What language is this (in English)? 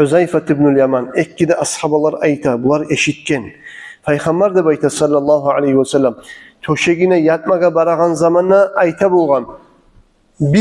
Kumyk